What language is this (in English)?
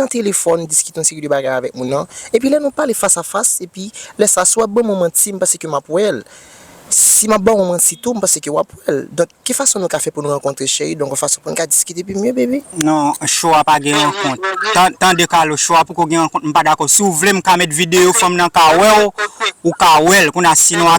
Haitian Creole